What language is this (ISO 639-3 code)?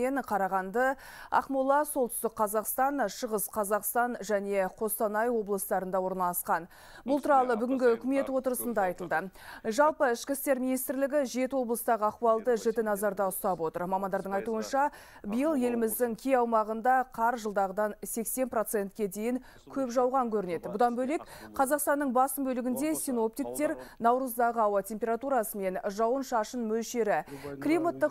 kaz